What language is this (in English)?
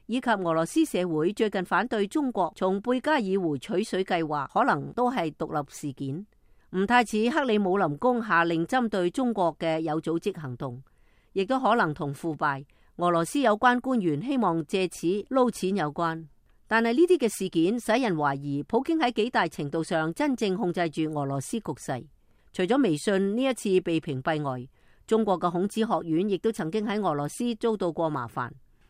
Cantonese